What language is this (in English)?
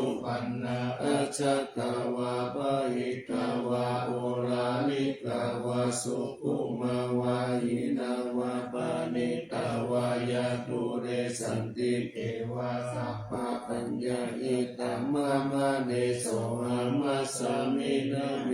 Pali